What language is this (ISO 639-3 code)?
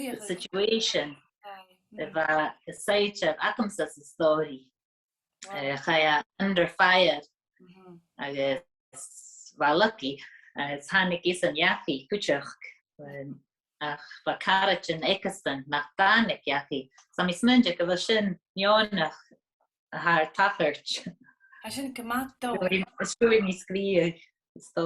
gla